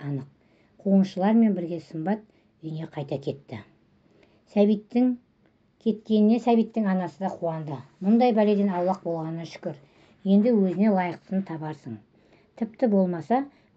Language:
Kazakh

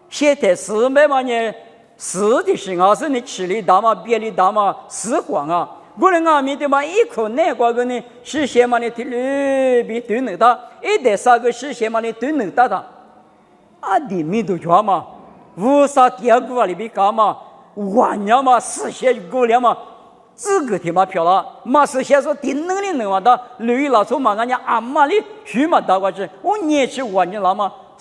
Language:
Lisu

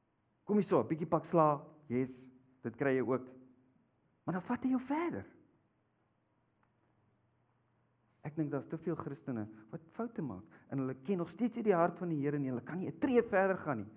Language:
Afrikaans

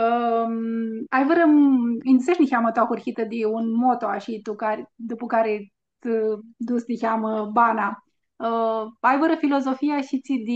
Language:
Aromanian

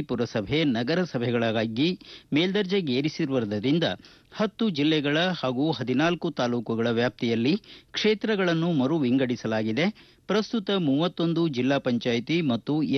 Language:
Kannada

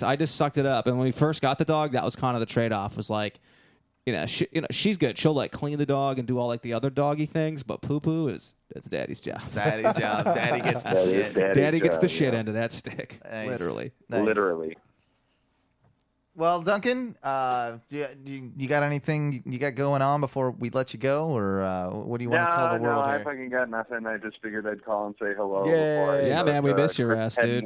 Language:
English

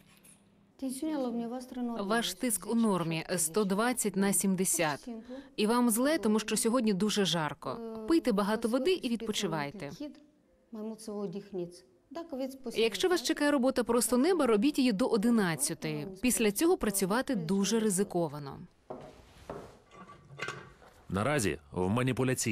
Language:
Ukrainian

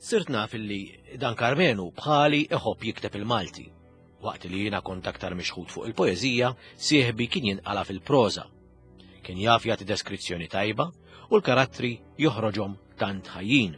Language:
Maltese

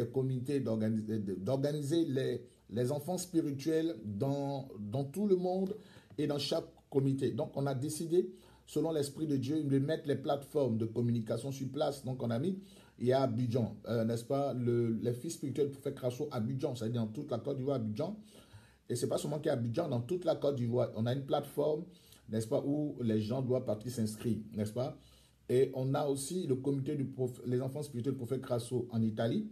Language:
French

